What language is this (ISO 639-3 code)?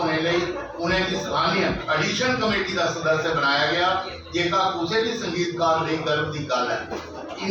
doi